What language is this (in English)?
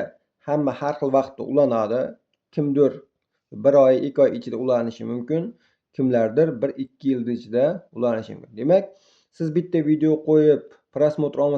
Uzbek